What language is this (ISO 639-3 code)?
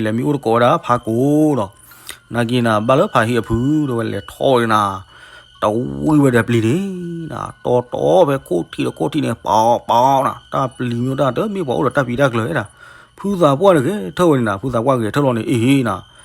ksw